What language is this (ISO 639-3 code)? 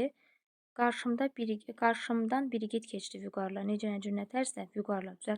aze